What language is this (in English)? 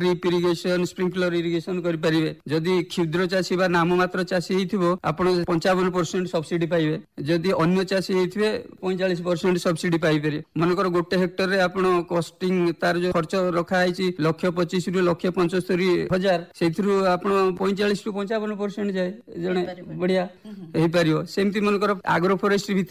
Odia